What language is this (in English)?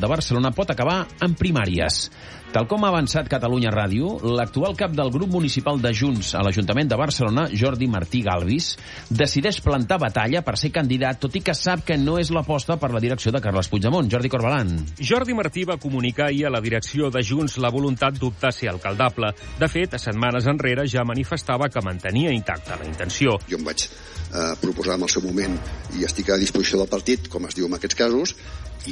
Catalan